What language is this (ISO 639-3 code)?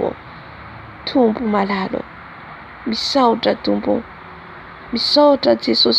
mlg